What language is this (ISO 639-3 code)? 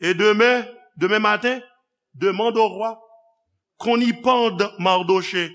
hat